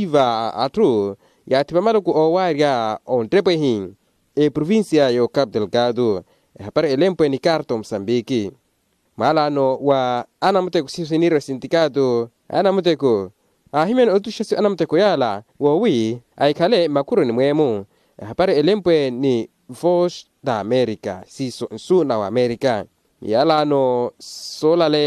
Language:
Makhuwa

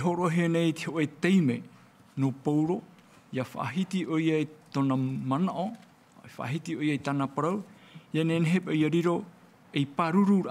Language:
Tahitian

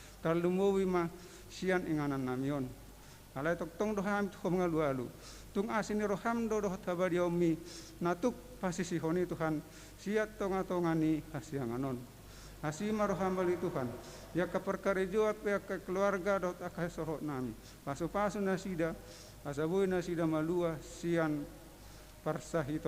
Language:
Batak Toba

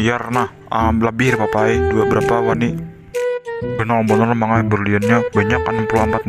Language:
Banjar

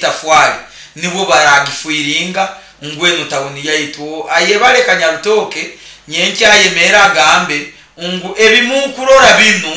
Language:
Nyoro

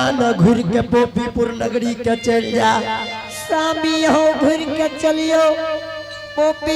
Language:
Angika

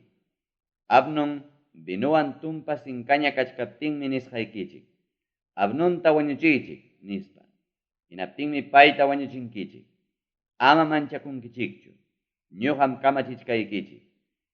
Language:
Ayacucho Quechua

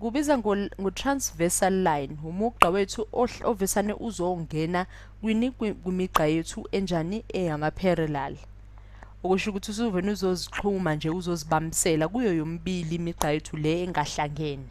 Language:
Zulu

